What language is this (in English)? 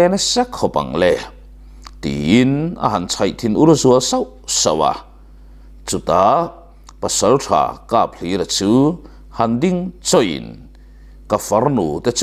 Mizo